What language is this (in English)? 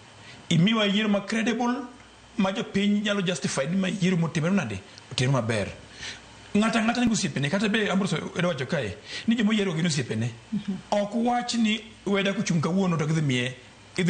Luo (Kenya and Tanzania)